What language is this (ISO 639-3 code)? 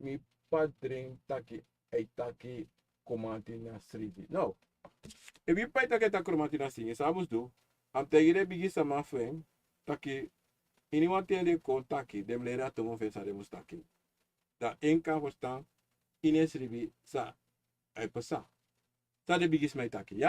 srn